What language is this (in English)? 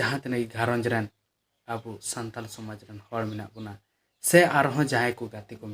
Santali